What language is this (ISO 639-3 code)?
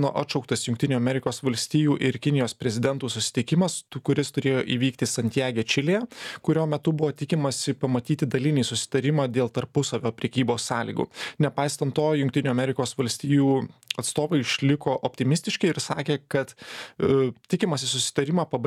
lit